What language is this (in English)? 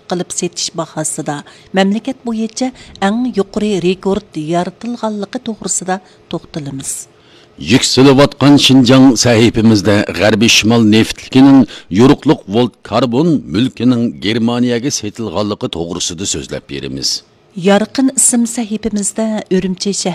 Uyghur